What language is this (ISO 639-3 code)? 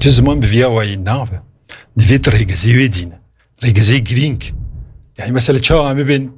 kur